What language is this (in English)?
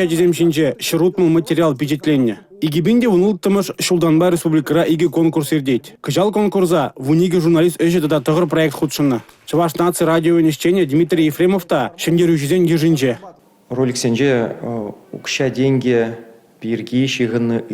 Chuvash